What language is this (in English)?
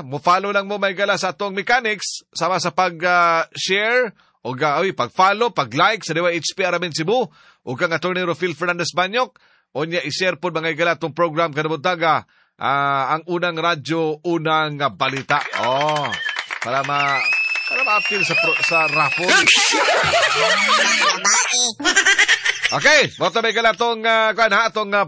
Cebuano